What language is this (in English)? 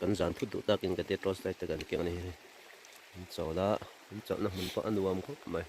Mizo